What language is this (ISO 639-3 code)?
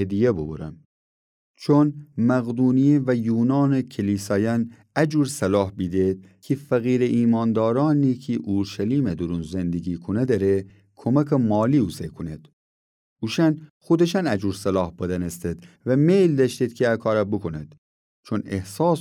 glk